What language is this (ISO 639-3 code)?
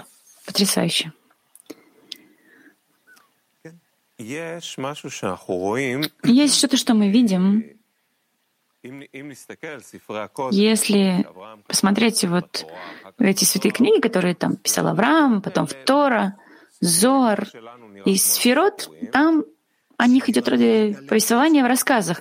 rus